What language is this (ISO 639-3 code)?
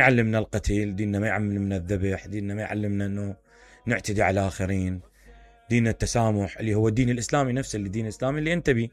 acm